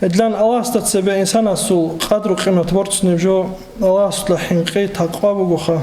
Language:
Avaric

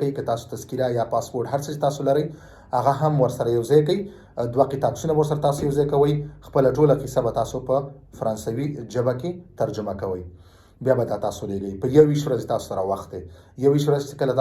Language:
Pashto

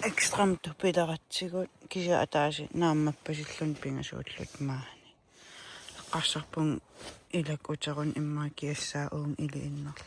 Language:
Kalaallisut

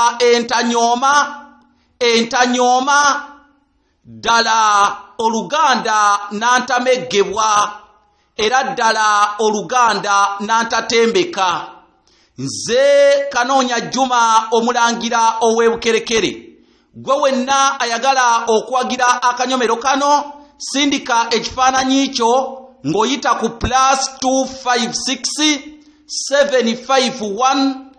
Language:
Ganda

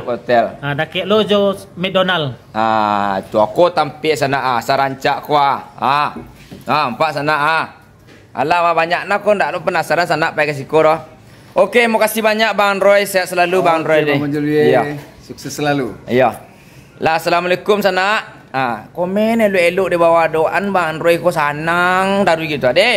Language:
Minangkabau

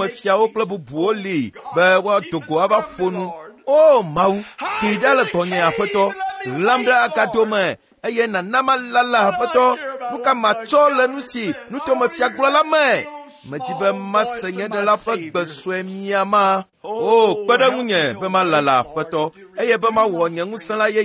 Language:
Ewe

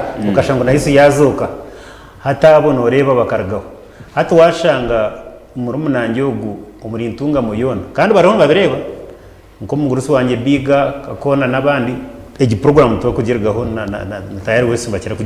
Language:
Nyankole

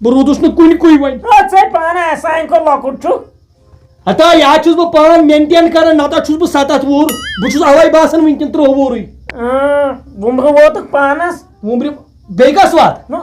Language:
Kashmiri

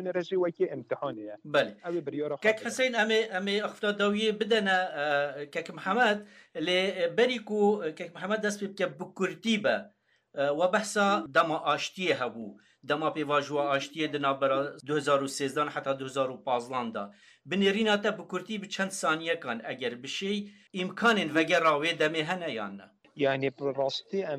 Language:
Kurdish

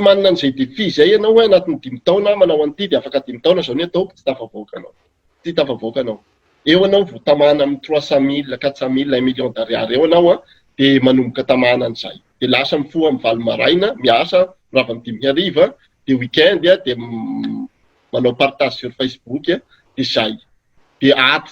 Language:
Malagasy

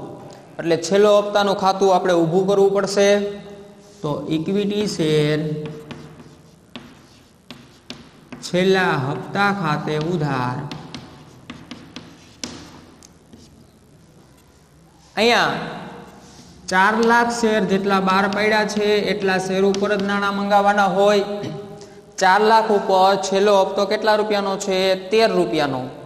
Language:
Gujarati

